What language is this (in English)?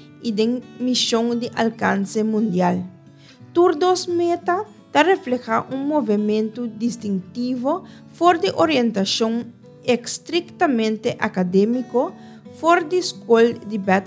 Papiamento